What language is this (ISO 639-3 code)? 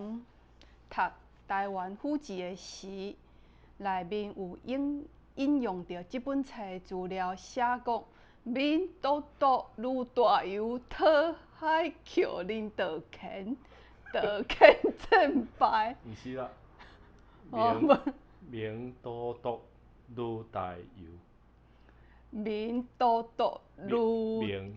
nan